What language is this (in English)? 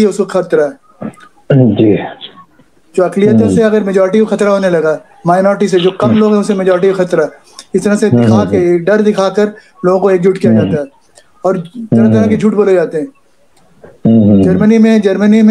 Hindi